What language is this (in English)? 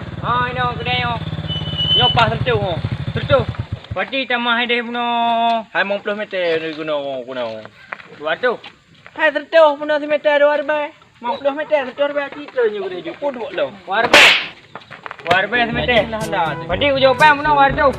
Achinese